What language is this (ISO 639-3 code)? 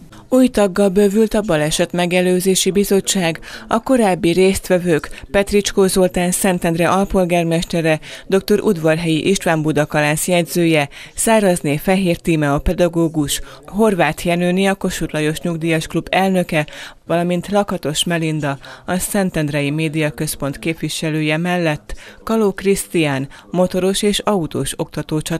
hun